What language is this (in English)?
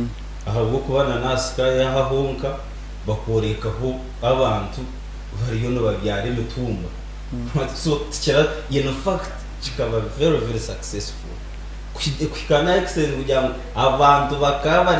Nyankole